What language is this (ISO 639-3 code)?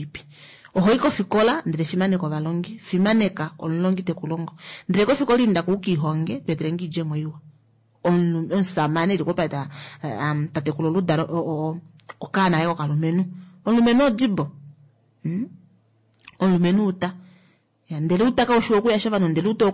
kua